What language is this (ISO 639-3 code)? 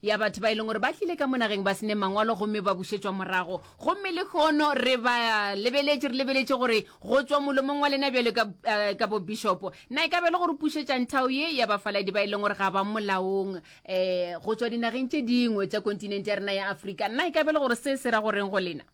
nso